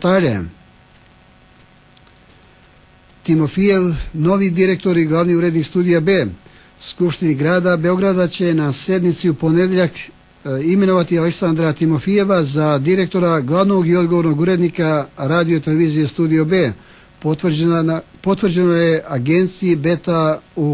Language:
Serbian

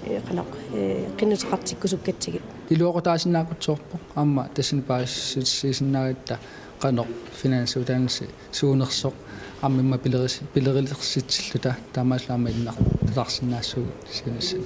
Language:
Kalaallisut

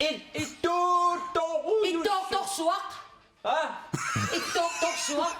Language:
Kalaallisut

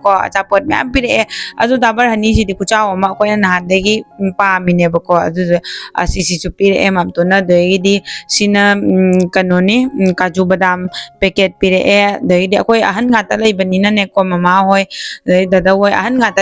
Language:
Manipuri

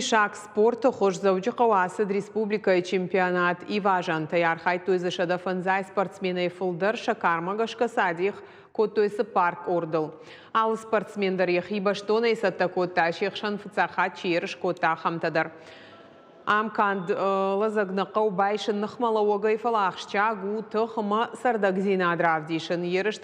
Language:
Ossetic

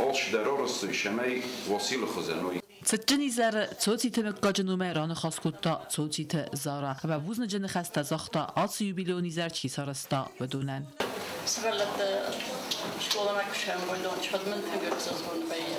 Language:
Ossetic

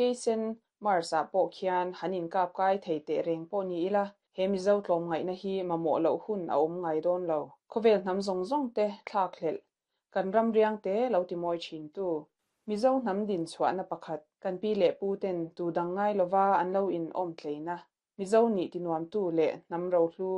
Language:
Mizo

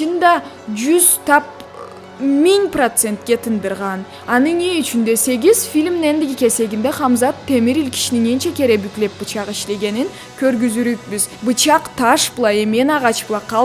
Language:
Karachay-Balkar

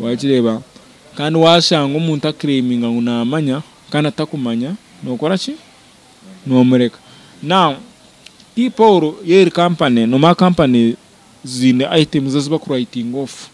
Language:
Nyankole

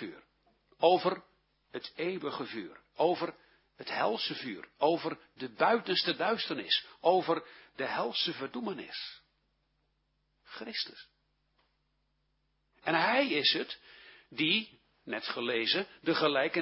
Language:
Dutch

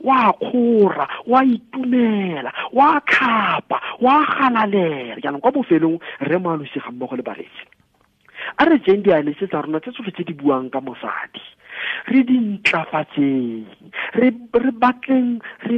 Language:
Tswana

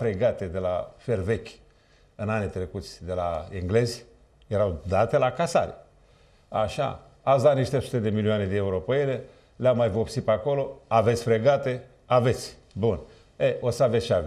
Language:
Romanian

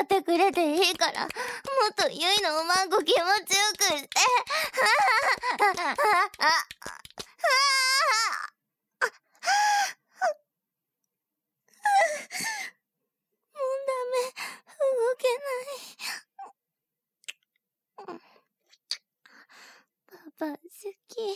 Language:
Japanese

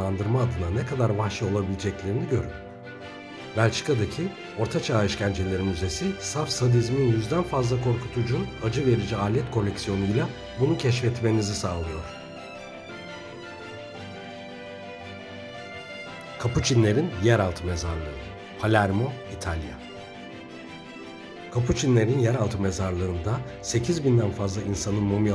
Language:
Turkish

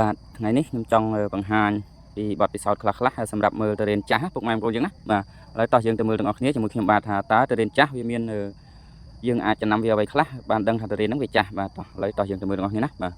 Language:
Khmer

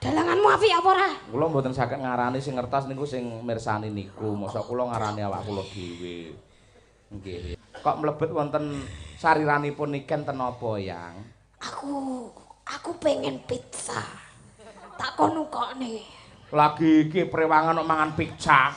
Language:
Javanese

